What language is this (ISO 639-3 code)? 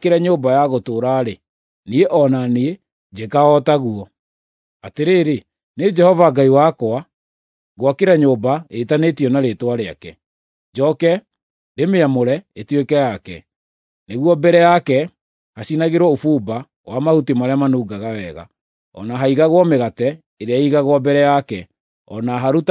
kik